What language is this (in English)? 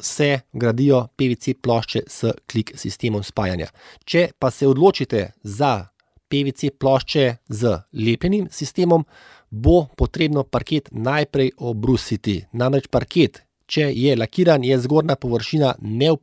Slovenian